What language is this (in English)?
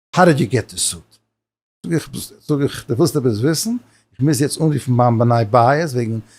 Yiddish